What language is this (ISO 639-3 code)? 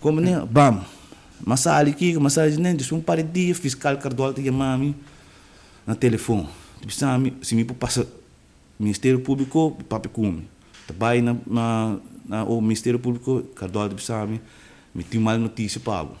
pap